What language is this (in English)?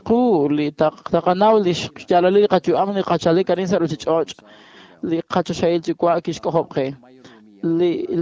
Kekchí